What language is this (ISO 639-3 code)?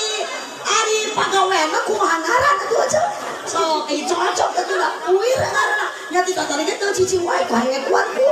sun